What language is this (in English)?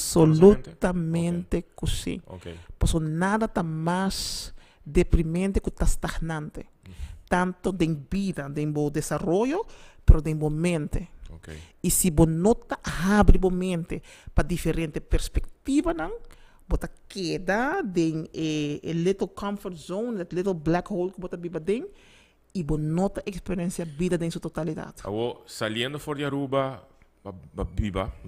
Papiamento